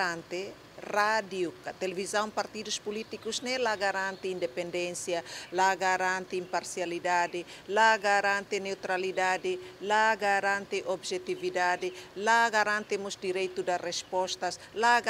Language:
Tetum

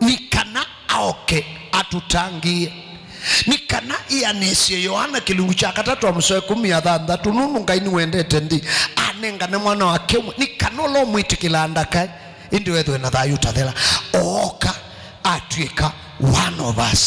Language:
Kamba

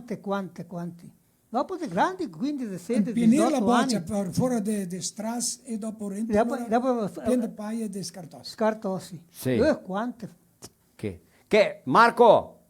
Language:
Venetian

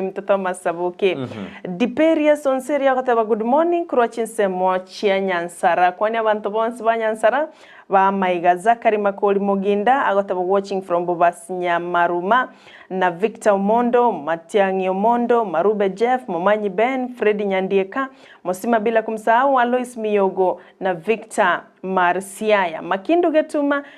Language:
Gusii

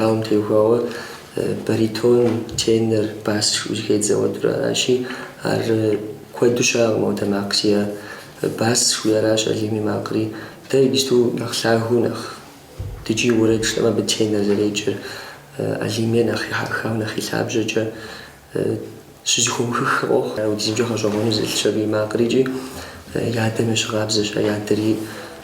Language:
Kabardian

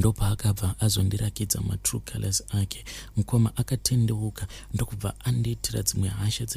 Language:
Shona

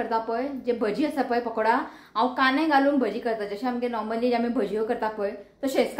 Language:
Konkani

